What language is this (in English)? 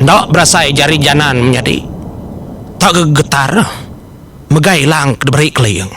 Iban